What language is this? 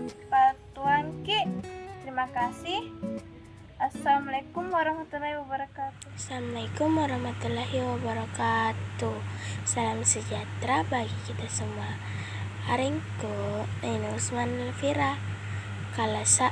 Makasar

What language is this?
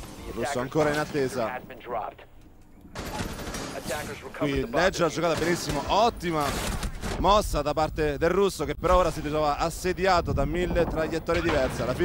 Italian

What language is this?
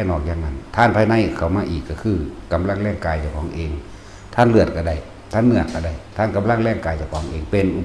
Northeastern Thai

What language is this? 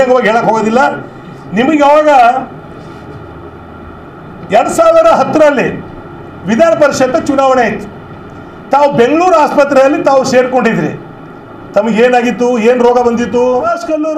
Kannada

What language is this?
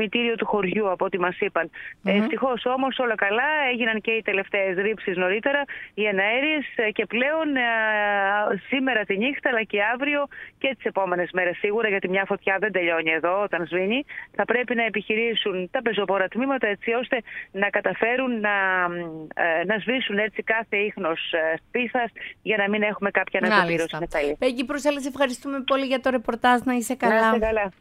Greek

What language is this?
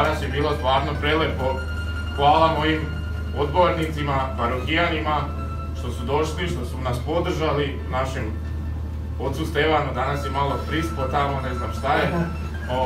Serbian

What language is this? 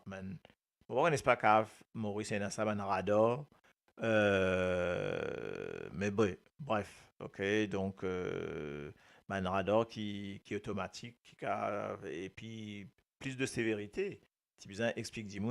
Morisyen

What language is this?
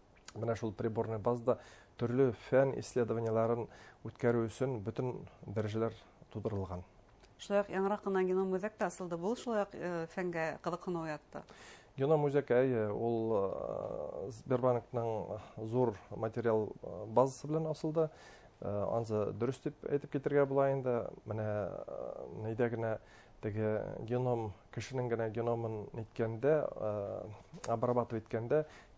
Bashkir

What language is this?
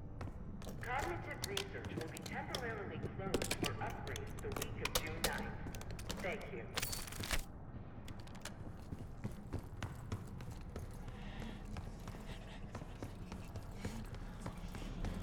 English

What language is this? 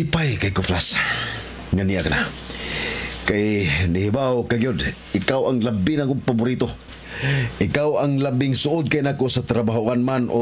Cebuano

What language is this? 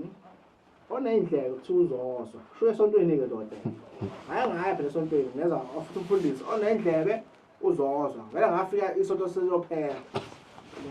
Zulu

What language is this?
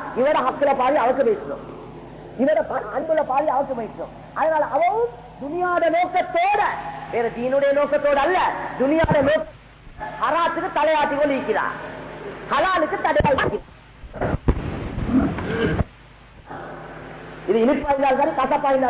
Tamil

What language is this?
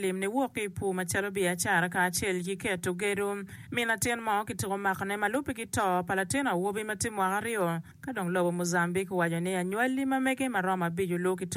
Acoli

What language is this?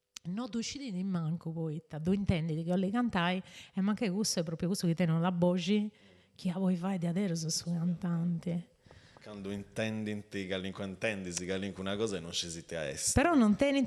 Sardinian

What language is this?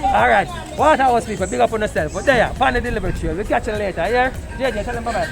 Jamaican Creole English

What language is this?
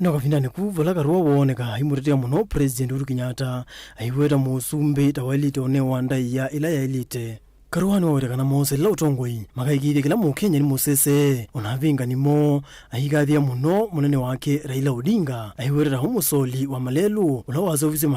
Kamba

